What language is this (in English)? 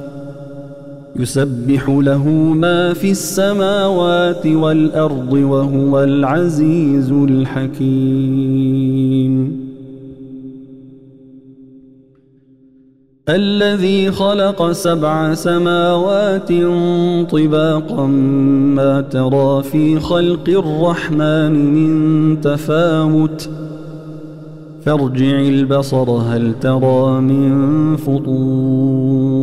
Arabic